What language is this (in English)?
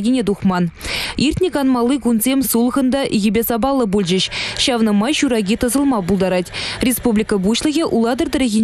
Chuvash